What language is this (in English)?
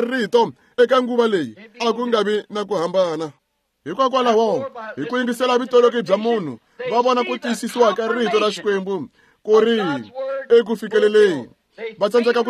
Tsonga